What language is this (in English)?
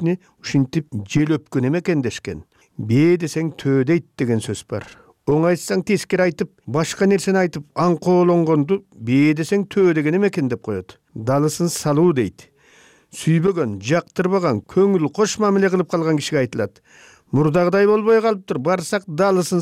Kyrgyz